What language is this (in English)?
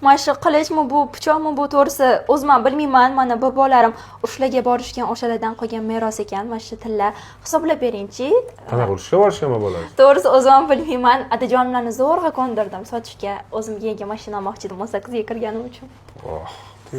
Uzbek